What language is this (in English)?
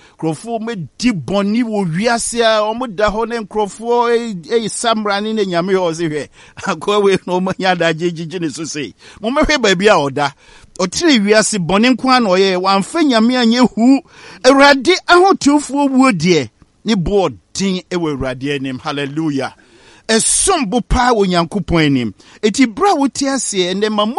Akan